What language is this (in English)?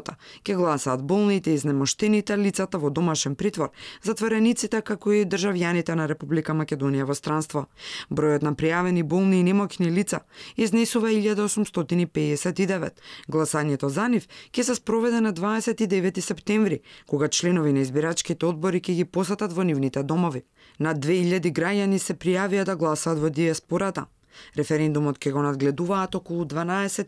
Macedonian